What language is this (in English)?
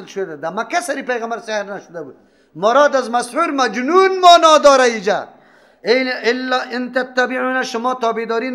Persian